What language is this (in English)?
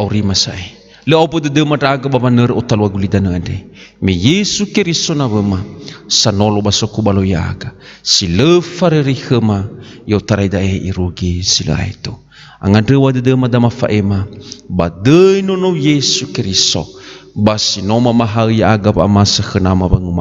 Nias